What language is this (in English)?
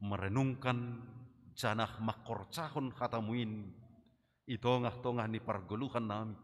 Batak Simalungun